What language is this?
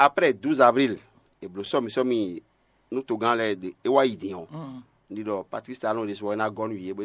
Fon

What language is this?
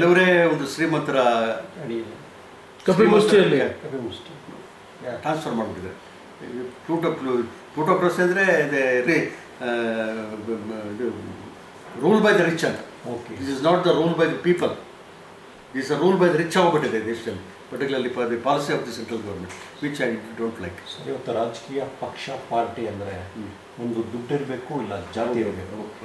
Kannada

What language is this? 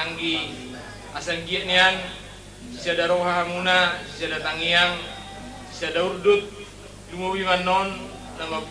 Batak Toba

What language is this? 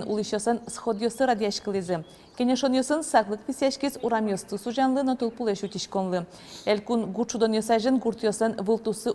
Udmurt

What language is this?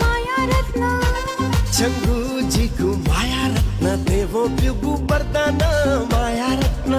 Newari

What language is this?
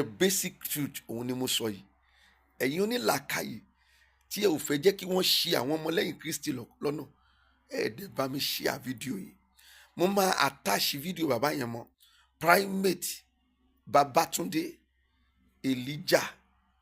Yoruba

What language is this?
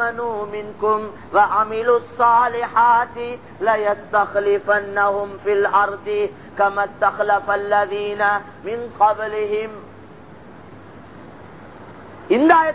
Tamil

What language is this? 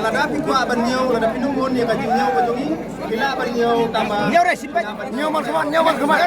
Khasi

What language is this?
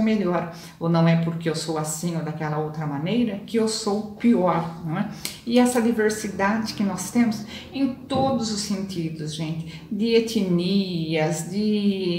Portuguese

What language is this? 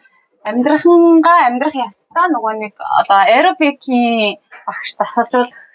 Mongolian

